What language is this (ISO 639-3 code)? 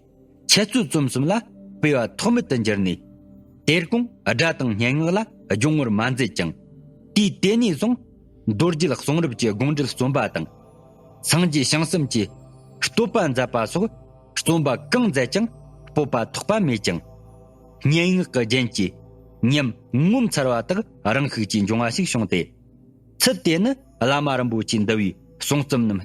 bod